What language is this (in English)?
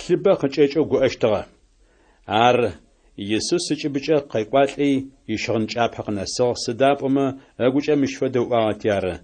Adyghe